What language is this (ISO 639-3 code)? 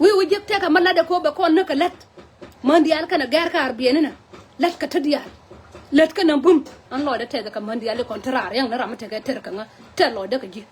nus